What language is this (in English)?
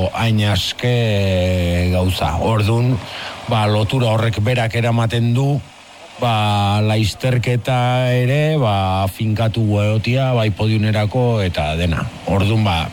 Basque